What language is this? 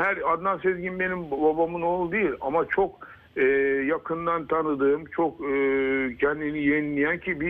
Turkish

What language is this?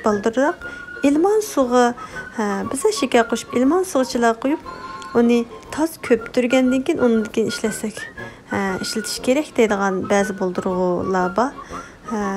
Uyghur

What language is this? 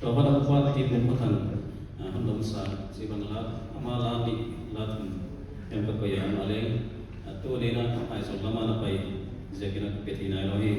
Paite Chin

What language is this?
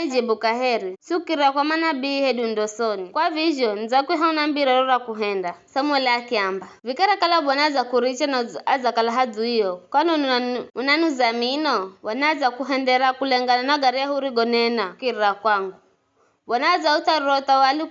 Giryama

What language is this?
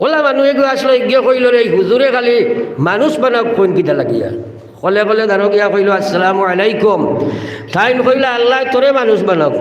Sylheti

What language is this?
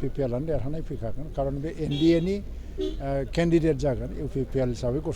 Bodo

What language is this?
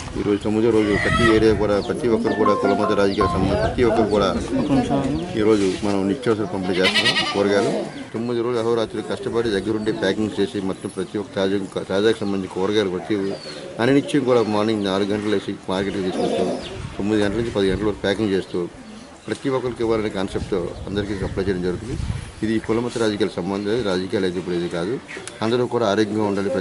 Telugu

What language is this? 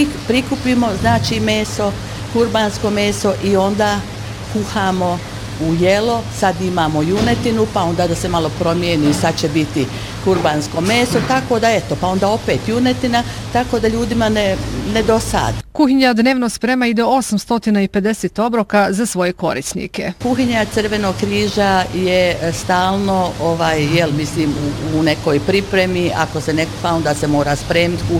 Bosnian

